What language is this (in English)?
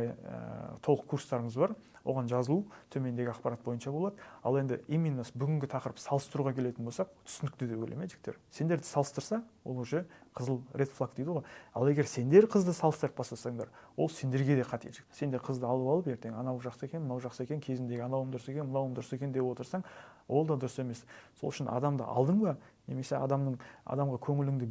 Kazakh